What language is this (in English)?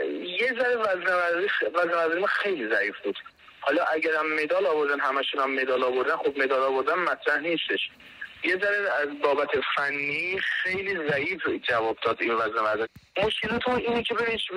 Persian